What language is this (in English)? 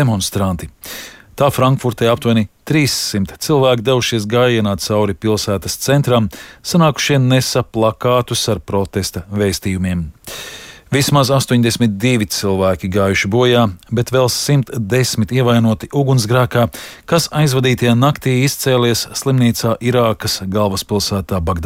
Latvian